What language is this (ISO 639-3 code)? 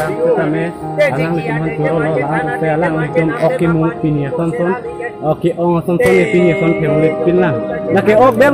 mjw